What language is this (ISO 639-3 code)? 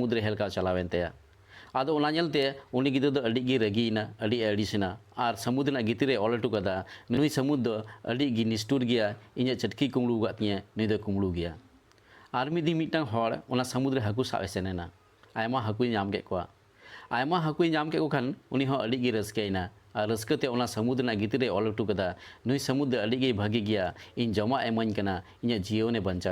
sat